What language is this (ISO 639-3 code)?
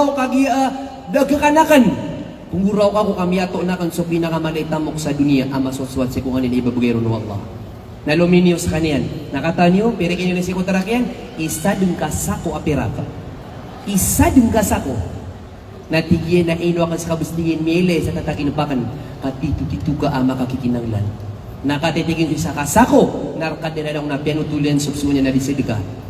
mrw